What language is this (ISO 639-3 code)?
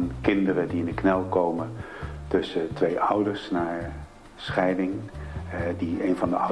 nld